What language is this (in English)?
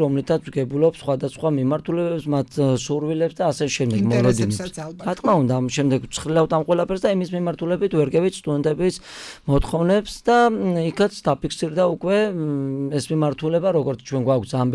Georgian